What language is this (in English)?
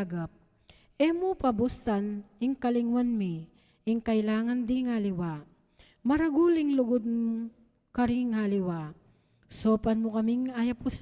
Pampanga